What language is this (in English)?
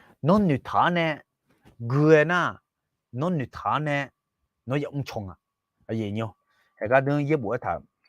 Akha